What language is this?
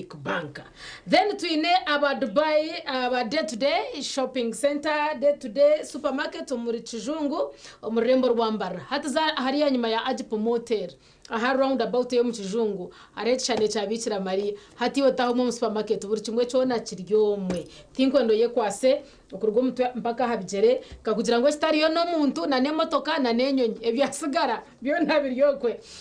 Nyankole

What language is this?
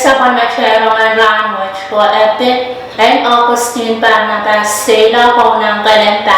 Pohnpeian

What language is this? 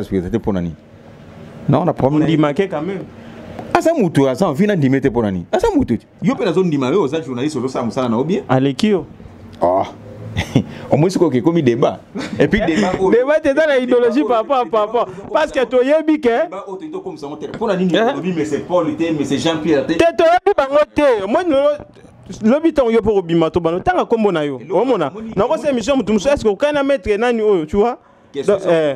Lingala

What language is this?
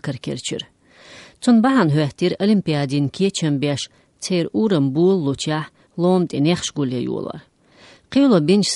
Chechen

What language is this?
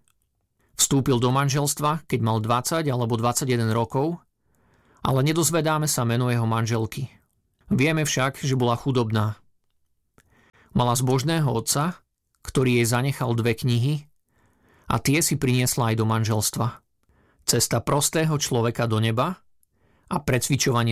Slovak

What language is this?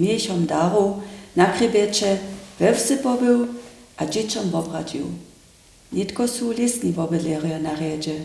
Upper Sorbian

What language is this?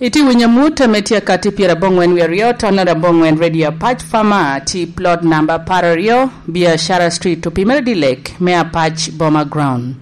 Lango (Uganda)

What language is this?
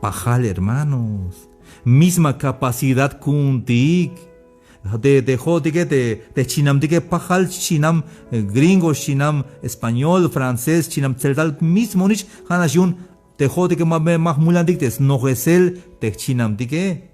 Tzeltal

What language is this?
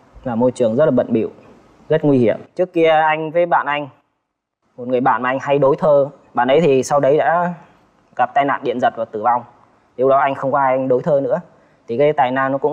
Vietnamese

